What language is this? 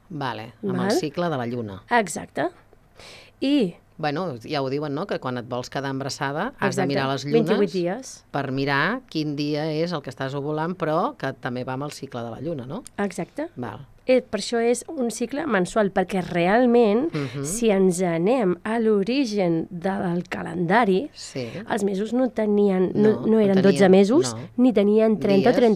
Catalan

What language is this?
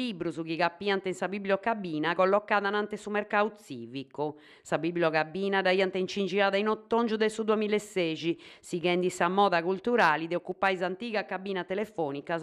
Sardinian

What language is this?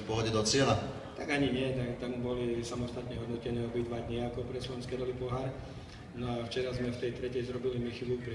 Slovak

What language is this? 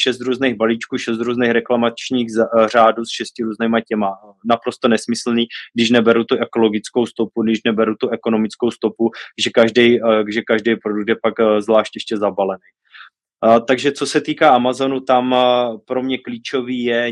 Czech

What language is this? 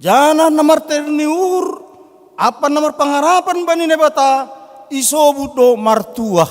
Batak Simalungun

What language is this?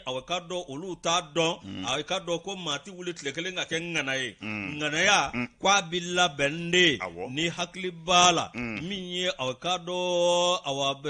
Bambara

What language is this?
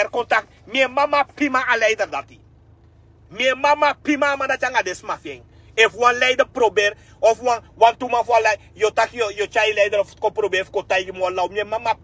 Sranan Tongo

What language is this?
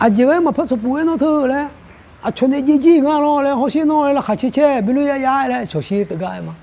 Akha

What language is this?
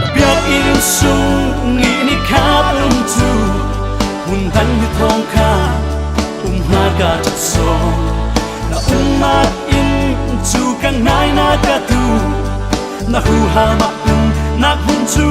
Falam Chin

